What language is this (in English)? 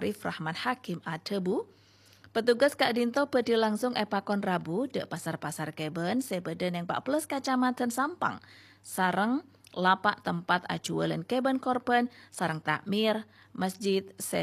Madurese